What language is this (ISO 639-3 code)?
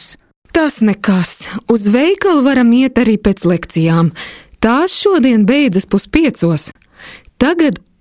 lav